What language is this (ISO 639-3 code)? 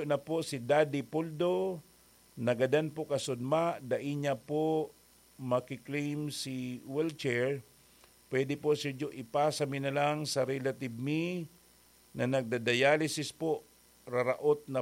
bik